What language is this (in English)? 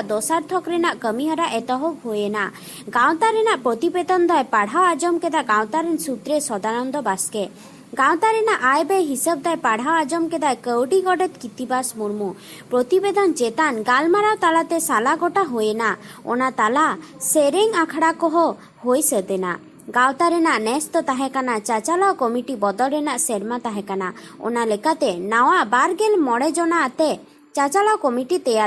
Santali